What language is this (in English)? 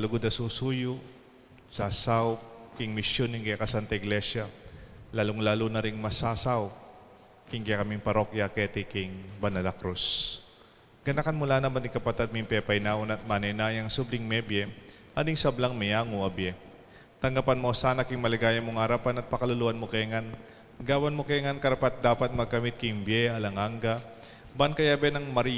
Pampanga